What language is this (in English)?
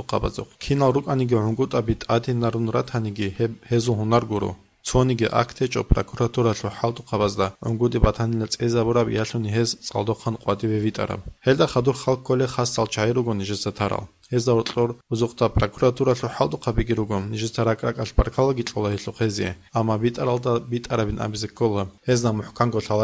Avaric